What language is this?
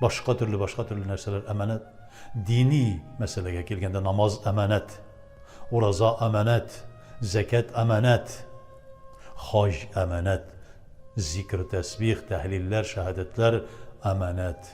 Tatar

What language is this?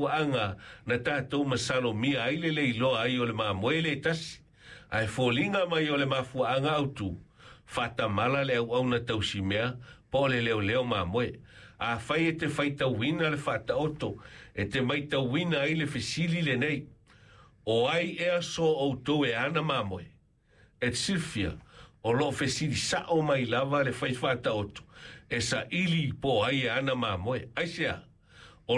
Samoan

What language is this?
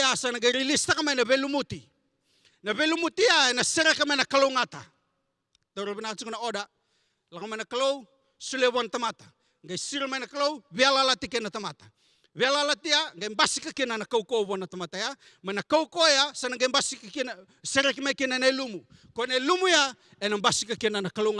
Fijian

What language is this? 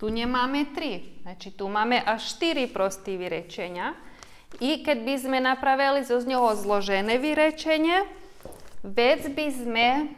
Rusyn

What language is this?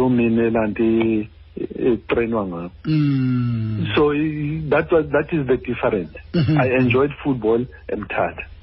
Xhosa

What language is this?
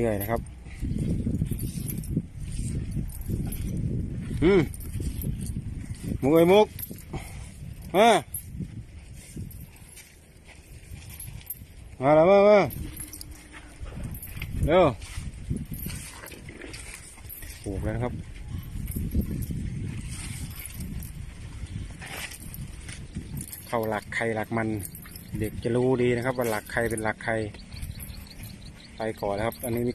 Thai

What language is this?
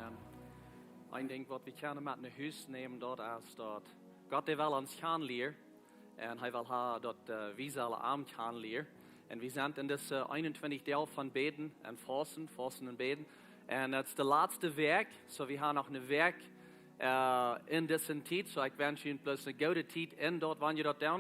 Plautdietsch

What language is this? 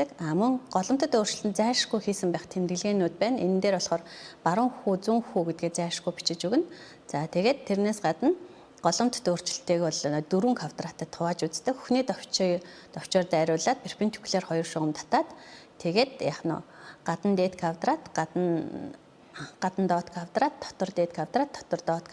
Mongolian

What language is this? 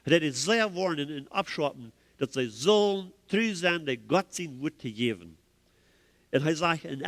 Plautdietsch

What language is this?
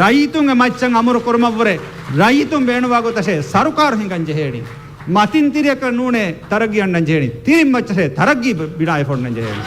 Divehi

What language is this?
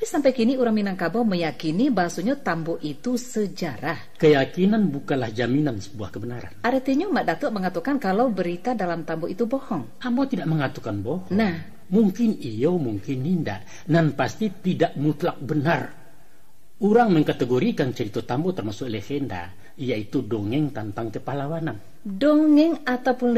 Minangkabau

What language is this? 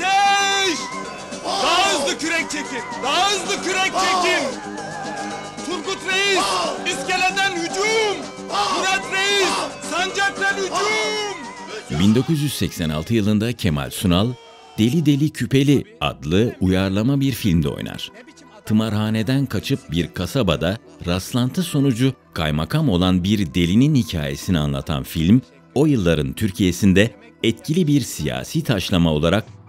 Turkish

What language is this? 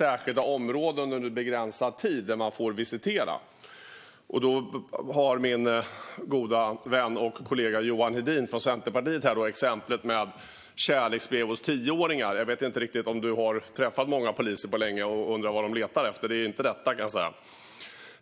Swedish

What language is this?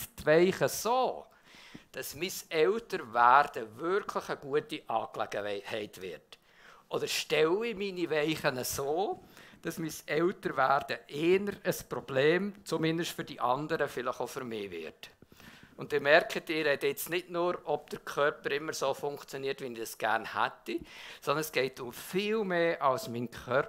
Swiss German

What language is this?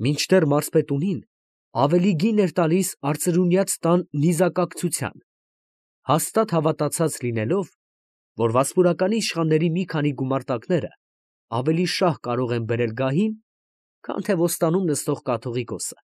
Armenian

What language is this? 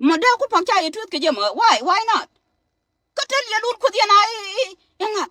Nuer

